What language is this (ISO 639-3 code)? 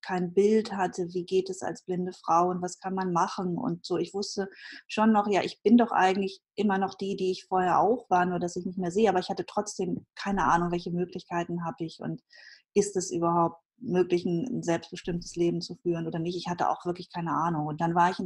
deu